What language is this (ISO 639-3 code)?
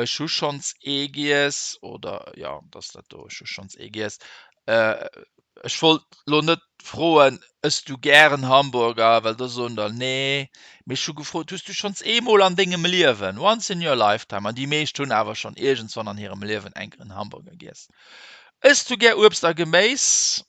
ltz